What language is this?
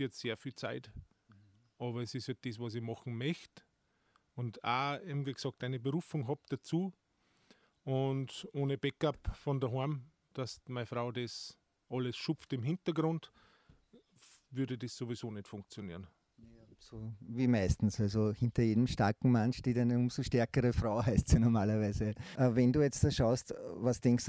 German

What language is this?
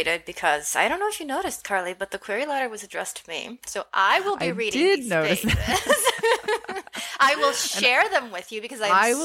English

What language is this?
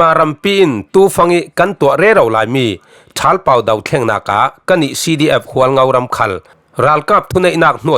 Falam Chin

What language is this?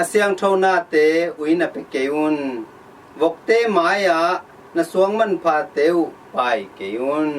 Tedim Chin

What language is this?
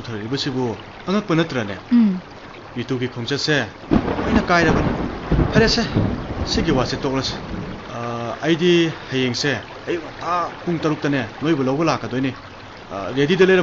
Manipuri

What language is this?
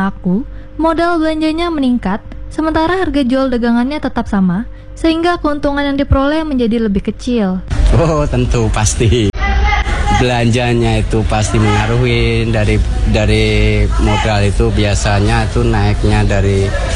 Indonesian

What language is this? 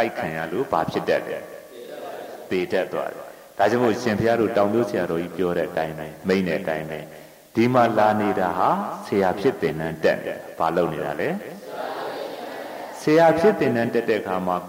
Burmese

